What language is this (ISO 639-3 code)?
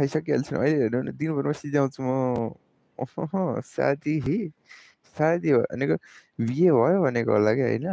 nep